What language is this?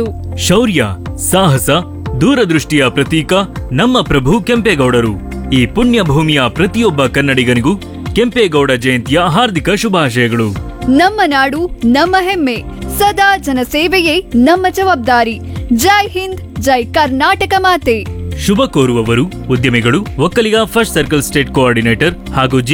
Kannada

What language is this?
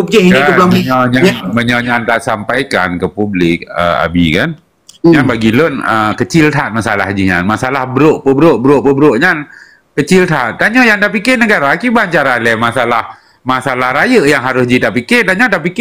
Achinese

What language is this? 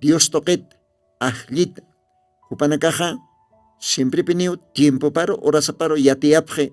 Aymara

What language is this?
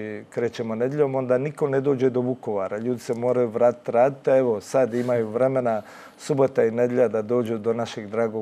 Croatian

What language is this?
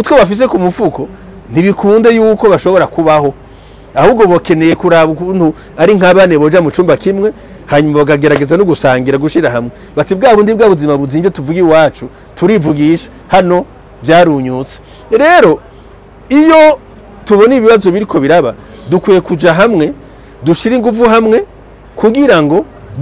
Rundi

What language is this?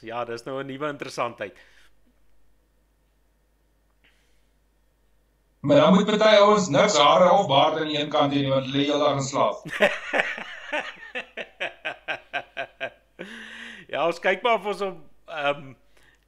Afrikaans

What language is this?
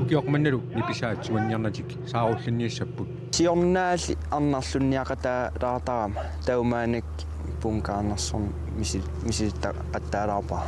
Kalaallisut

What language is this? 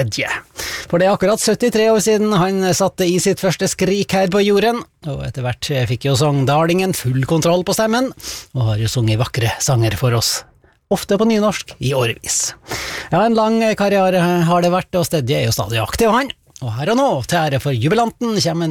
Norwegian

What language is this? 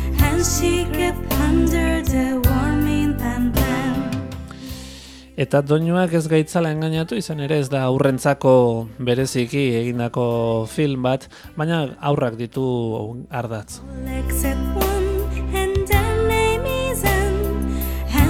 Basque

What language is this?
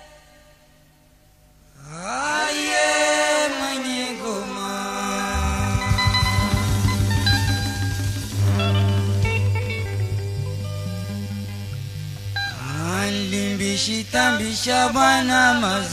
Swahili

